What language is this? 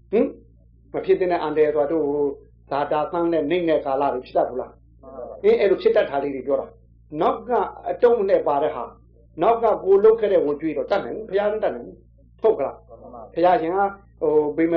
Burmese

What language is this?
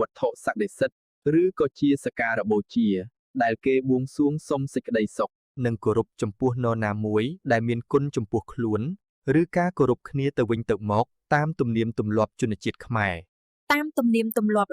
Khmer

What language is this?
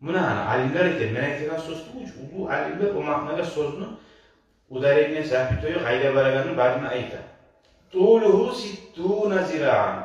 Kumyk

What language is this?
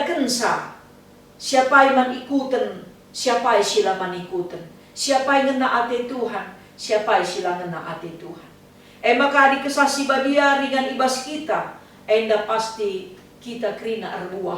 Batak Karo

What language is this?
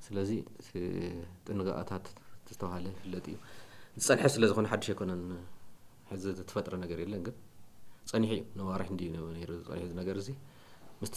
Tigrinya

